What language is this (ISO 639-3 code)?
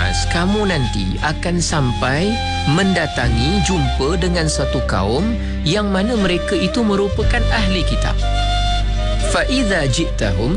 msa